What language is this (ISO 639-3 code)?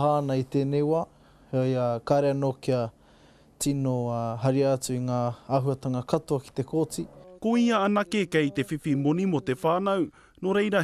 mri